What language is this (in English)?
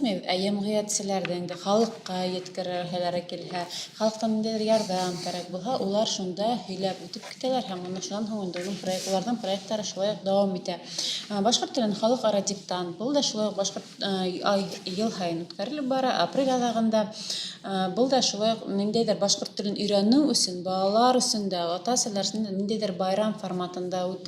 Bashkir